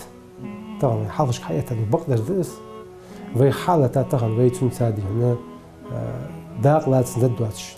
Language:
Ingush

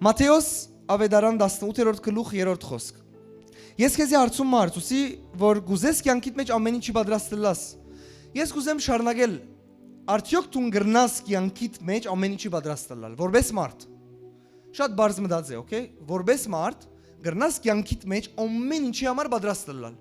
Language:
Western Armenian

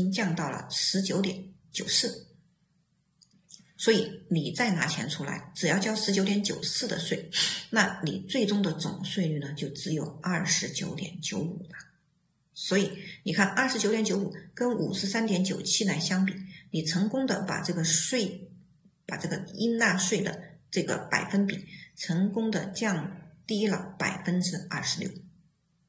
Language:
Chinese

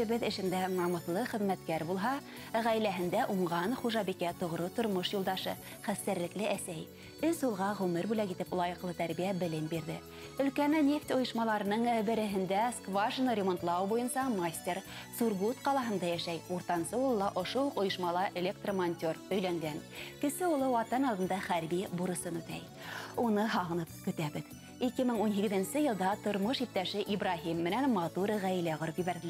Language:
Bashkir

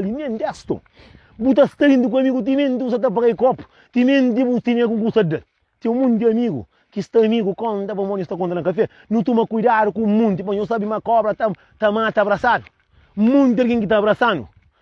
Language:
Kabuverdianu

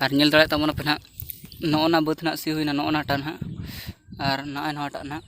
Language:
Santali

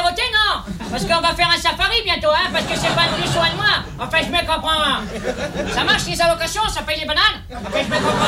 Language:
French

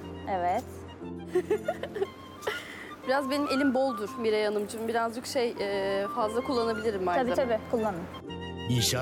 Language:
Turkish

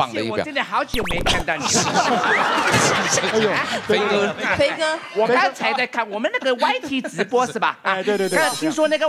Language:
Chinese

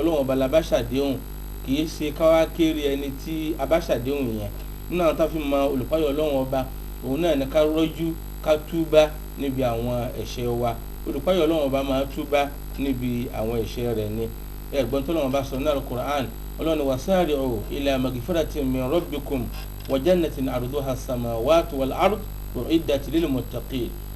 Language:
Yoruba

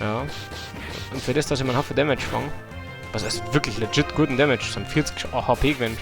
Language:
Bavarian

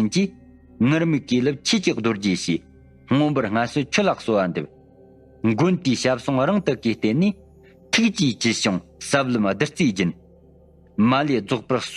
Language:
Tibetan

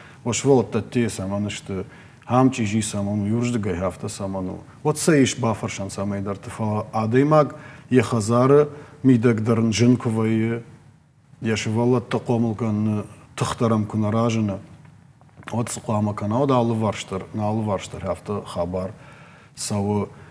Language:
Ossetic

